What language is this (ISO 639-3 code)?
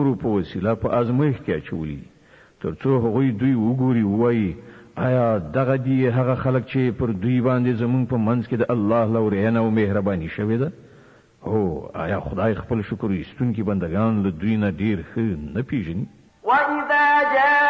pus